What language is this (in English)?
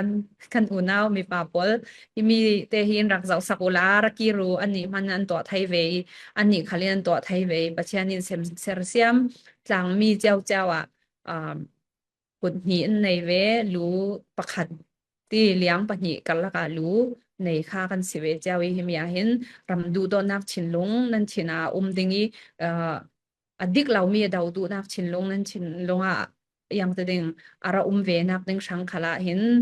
Falam Chin